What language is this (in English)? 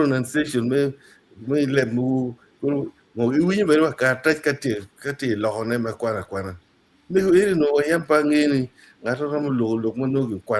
Acoli